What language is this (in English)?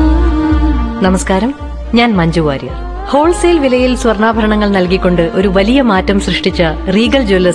Malayalam